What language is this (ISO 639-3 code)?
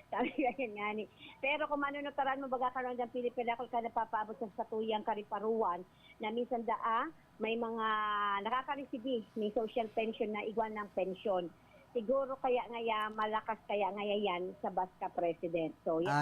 bik